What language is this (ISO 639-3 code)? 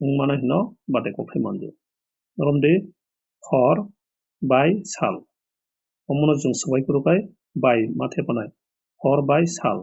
trp